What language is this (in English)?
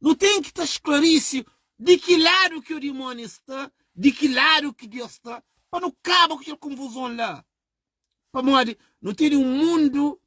Kabuverdianu